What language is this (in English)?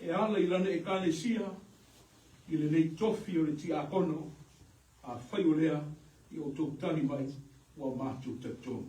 Samoan